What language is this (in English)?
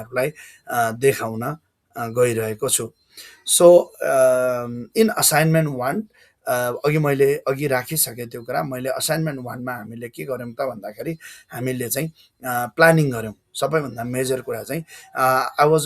Nepali